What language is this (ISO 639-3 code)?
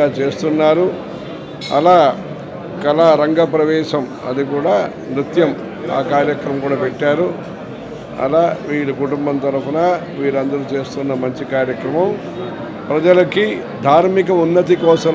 tel